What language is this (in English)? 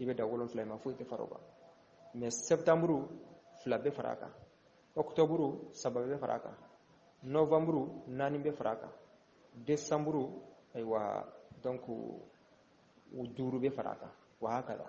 Bambara